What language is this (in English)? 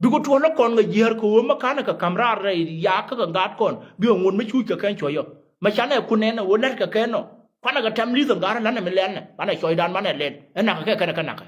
Nuer